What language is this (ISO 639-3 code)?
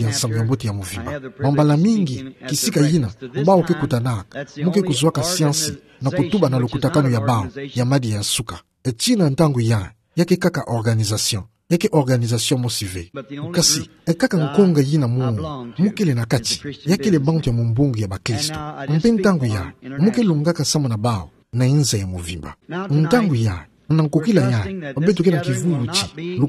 ktu